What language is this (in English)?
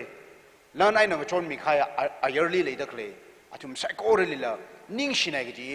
Tangkhul Naga (India)